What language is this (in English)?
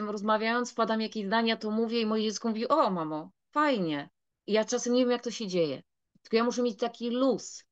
Polish